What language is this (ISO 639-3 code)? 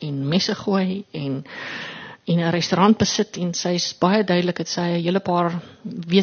afr